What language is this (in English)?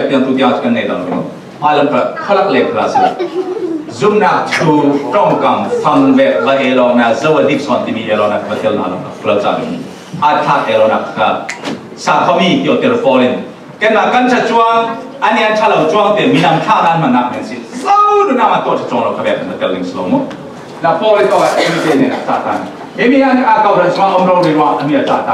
Falam Chin